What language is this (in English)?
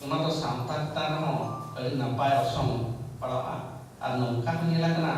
Santali